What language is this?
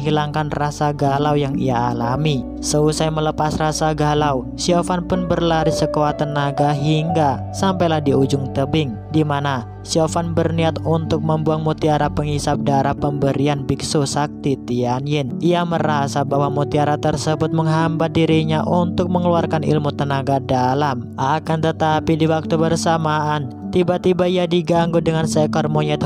Indonesian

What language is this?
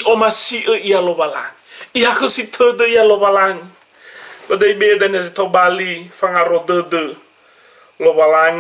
Nias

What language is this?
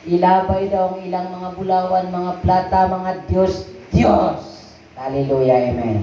Cebuano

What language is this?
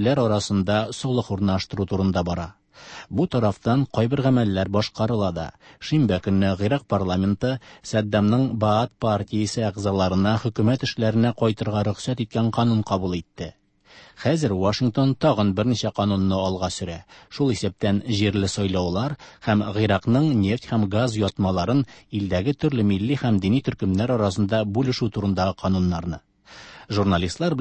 Tatar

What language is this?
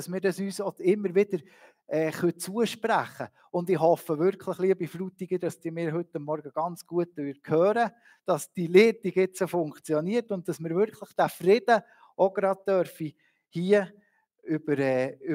Swiss German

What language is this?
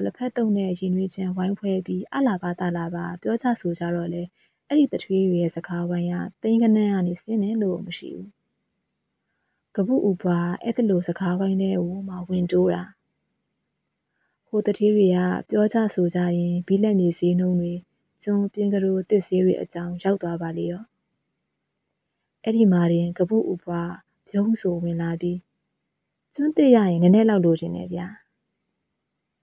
Burmese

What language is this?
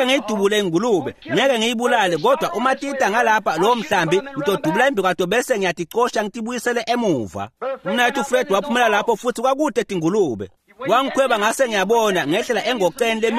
Swati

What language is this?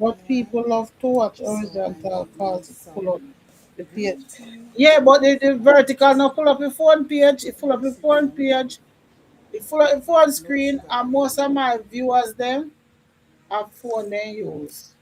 Jamaican Creole English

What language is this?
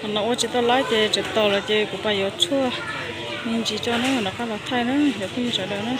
Hmong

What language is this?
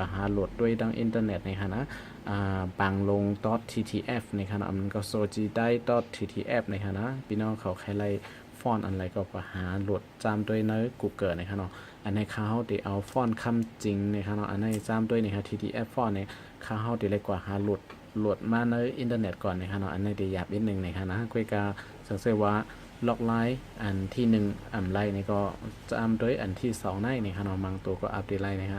Shan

